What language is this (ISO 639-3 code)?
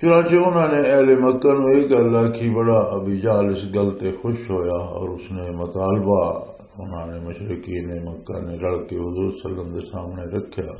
lah